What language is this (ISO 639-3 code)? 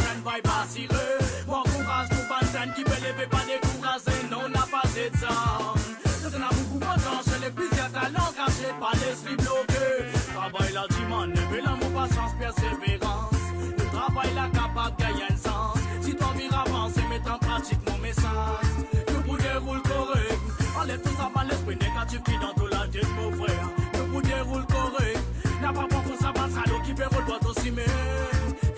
mfe